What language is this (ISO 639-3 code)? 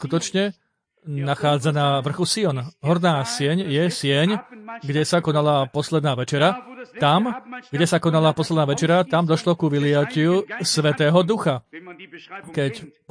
slk